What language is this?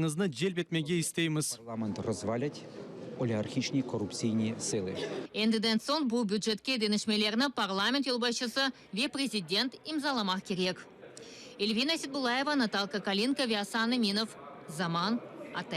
Crimean Tatar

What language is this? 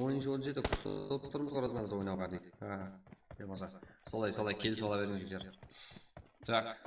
Kara-Kalpak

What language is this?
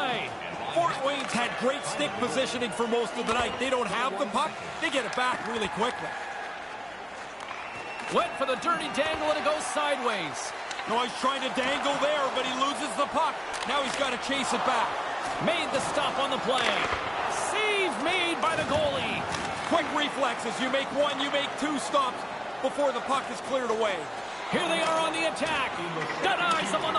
English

